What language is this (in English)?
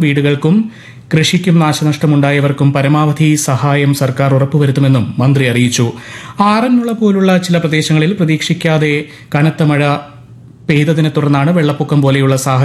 Malayalam